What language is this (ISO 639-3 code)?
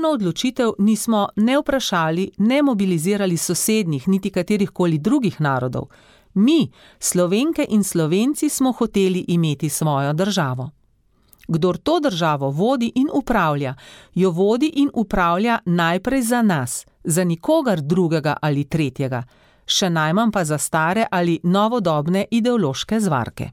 slv